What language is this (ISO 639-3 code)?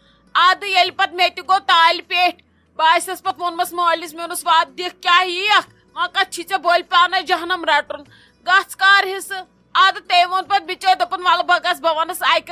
kas